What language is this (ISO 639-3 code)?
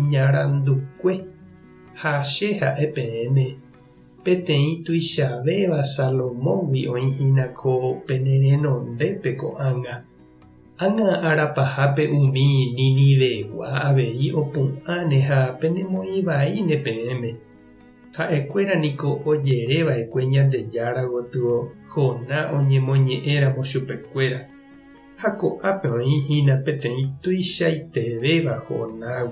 grn